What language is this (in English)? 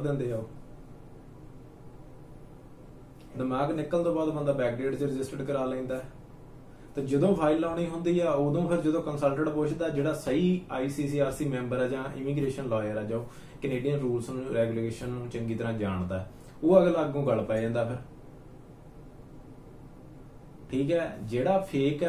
Punjabi